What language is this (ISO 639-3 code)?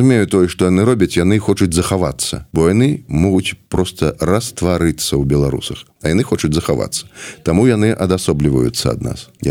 bel